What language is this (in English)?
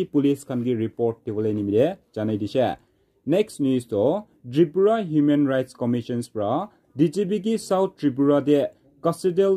Naga Pidgin